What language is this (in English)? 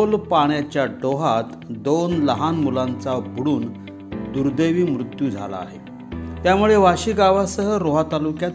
Marathi